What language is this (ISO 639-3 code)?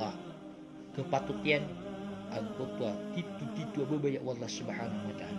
mrw